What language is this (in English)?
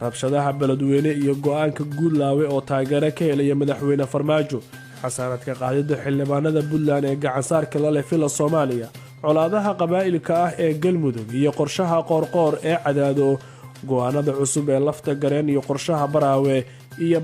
Somali